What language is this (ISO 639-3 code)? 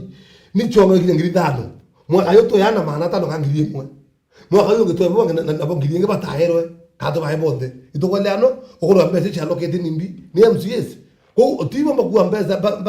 mer